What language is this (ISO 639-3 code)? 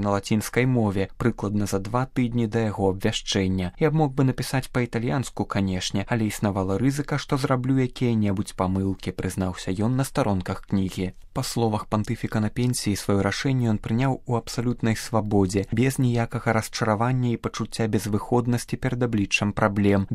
bel